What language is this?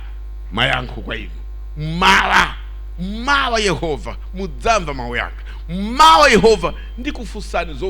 Nyanja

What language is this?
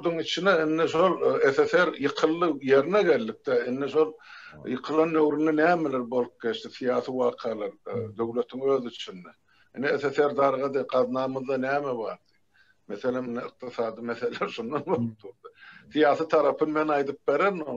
Turkmen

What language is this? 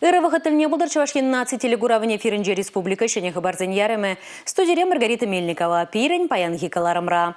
Chuvash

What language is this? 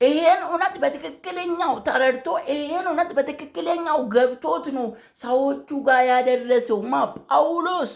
Amharic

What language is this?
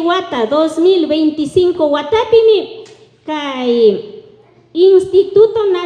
Imbabura Highland Quichua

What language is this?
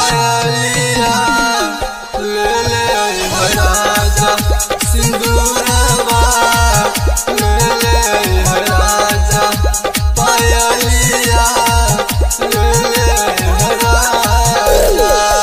Bhojpuri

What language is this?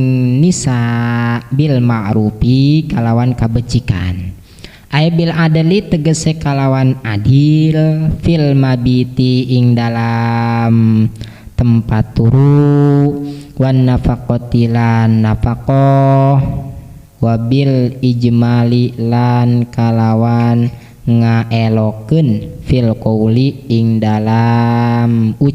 Sundanese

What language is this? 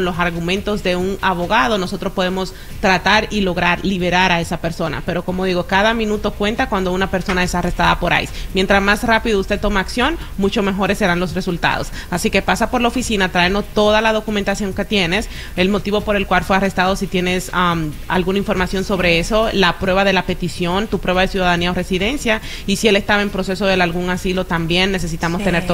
Spanish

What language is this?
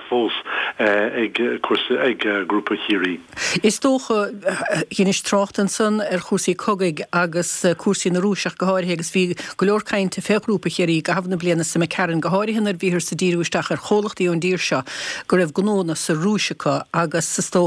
Irish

